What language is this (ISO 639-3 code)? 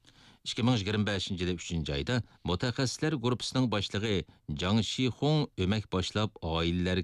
uig